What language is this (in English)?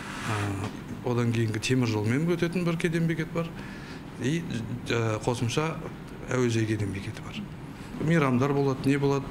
Kazakh